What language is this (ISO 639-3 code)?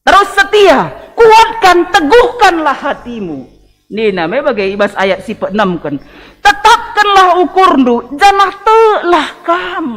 btx